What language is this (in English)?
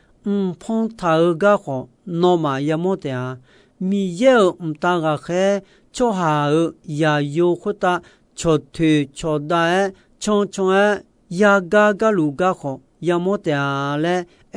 Akha